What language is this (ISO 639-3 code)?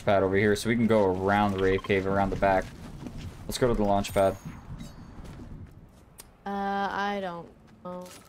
eng